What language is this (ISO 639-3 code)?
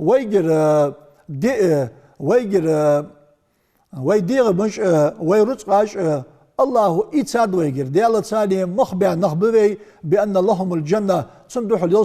inh